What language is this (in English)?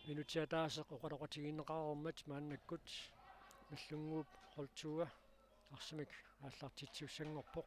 Kalaallisut